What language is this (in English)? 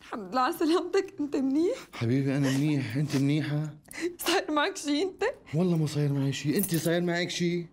North Levantine Arabic